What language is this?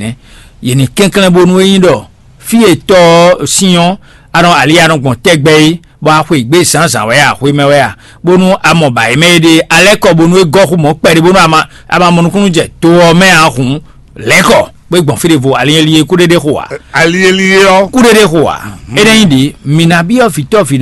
Fon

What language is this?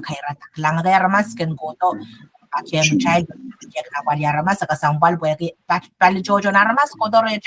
Pohnpeian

